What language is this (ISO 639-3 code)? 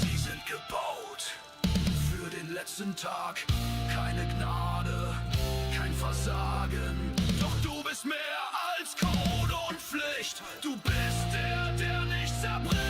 bar